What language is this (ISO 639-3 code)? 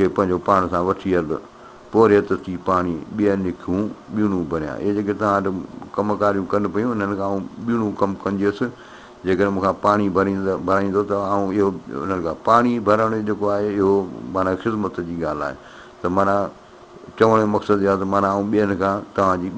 snd